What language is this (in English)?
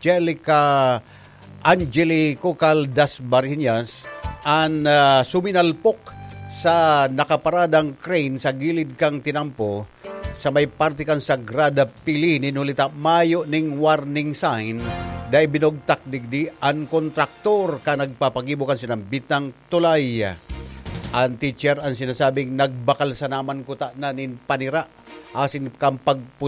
Bikol